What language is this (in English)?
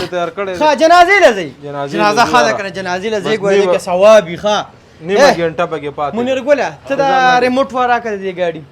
Pashto